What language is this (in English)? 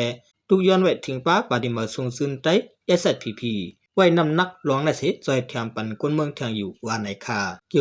Shan